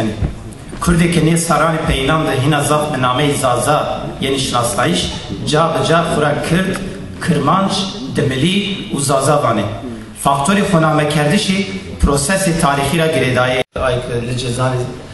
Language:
Zaza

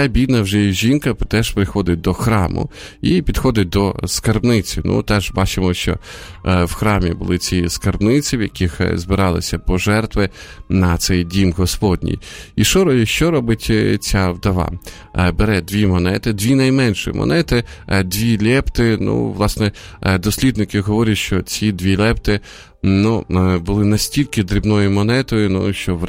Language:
Ukrainian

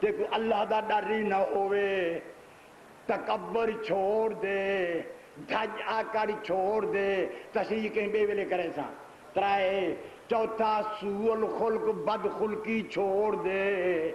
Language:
Saraiki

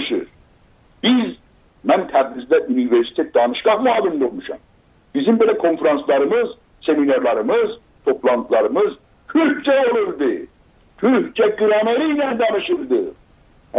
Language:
South Azerbaijani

